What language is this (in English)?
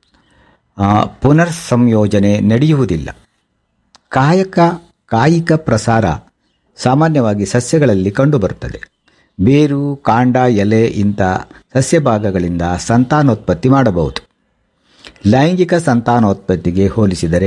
Kannada